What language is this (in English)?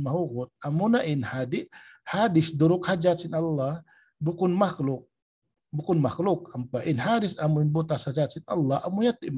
Tausug